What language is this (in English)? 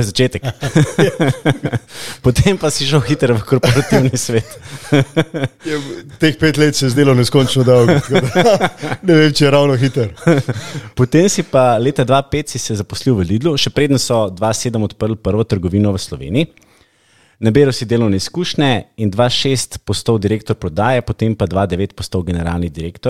Slovenian